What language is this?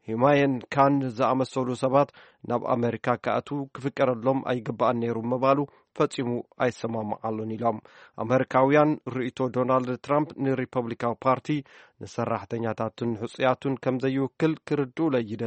Tigrinya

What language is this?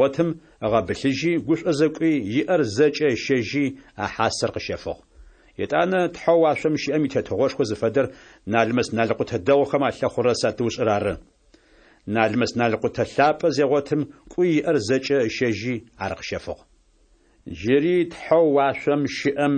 Adyghe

